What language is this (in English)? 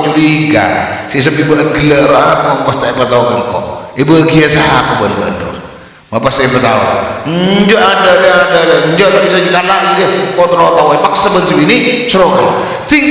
Madurese